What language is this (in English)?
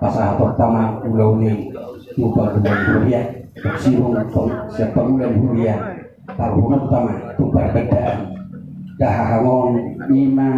Batak Toba